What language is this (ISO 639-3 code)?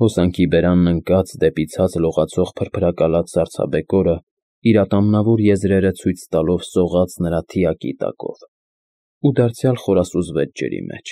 hye